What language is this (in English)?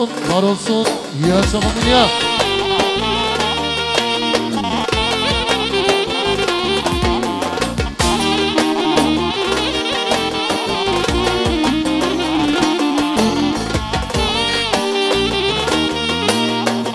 Turkish